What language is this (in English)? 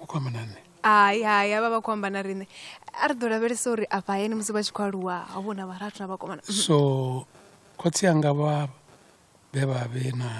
Venda